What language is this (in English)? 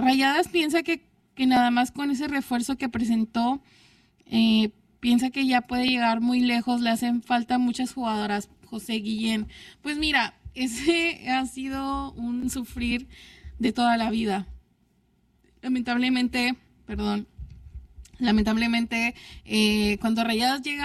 Spanish